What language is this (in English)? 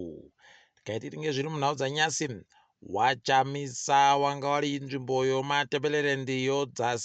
Ndau